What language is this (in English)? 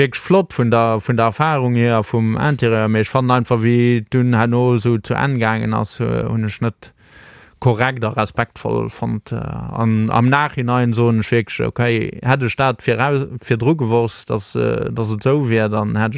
Luxembourgish